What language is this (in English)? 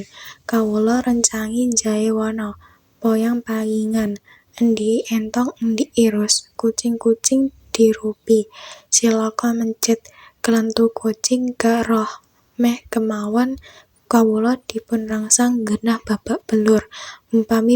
Javanese